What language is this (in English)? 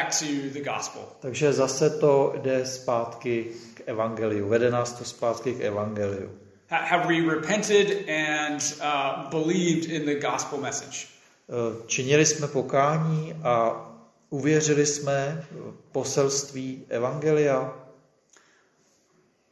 Czech